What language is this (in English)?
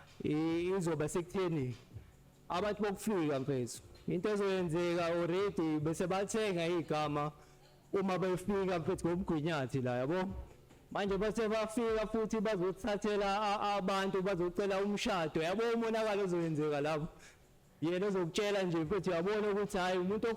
Zulu